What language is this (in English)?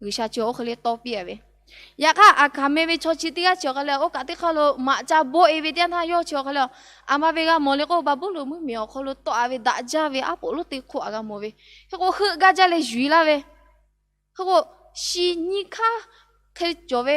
Lahu